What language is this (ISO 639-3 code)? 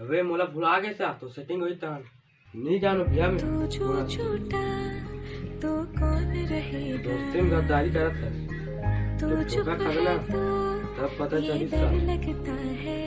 hne